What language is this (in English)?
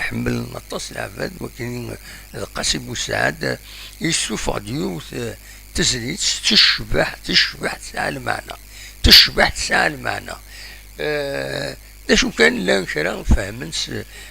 Kabyle